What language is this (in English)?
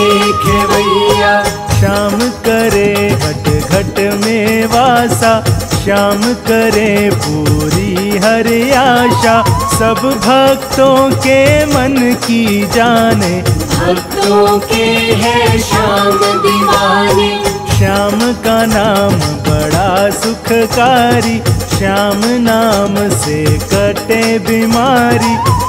Hindi